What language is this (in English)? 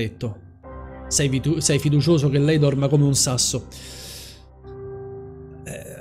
Italian